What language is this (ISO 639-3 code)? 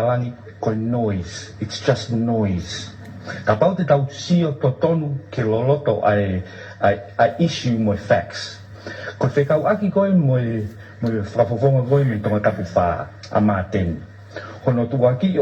ton